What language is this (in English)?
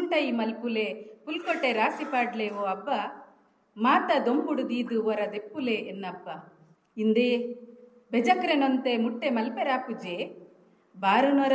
Tulu